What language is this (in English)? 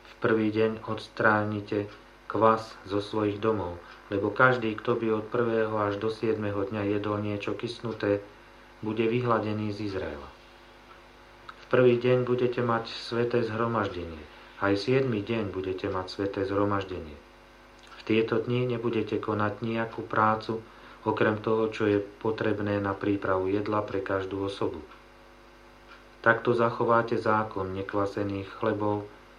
Slovak